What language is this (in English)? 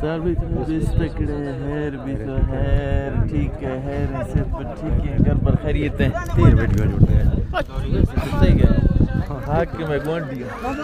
Saraiki